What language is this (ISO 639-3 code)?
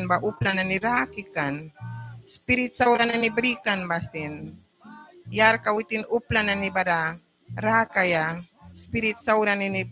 miq